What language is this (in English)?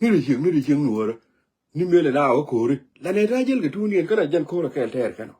Nuer